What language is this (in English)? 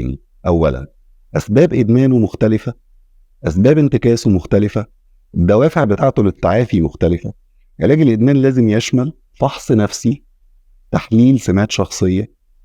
Egyptian Arabic